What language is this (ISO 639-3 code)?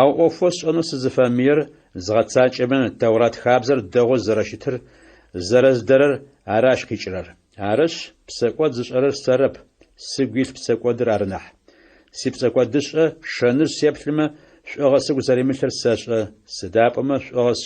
ady